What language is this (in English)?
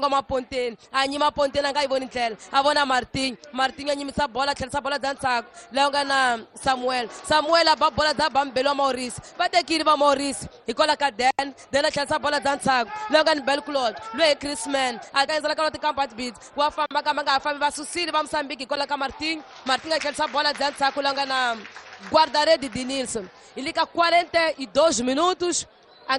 Tsonga